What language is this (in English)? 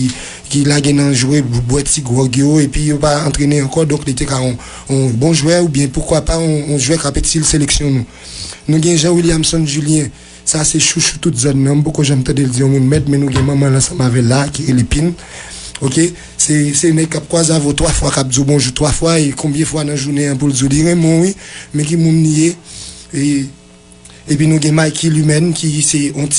Haitian Creole